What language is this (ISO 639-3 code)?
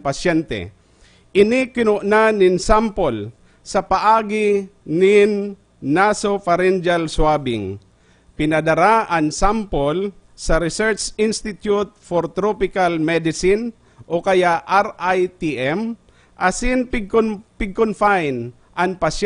bik